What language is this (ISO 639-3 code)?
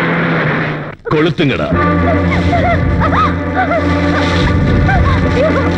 tam